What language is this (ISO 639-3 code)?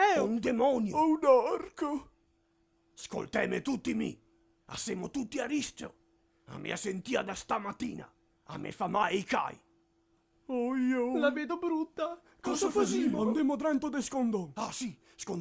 vec